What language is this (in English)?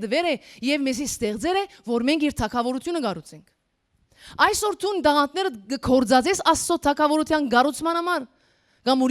Western Armenian